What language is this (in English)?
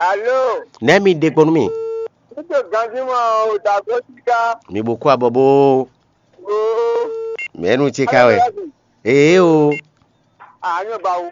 Fon